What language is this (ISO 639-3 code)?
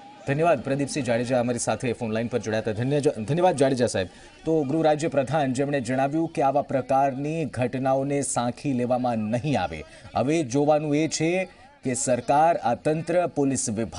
guj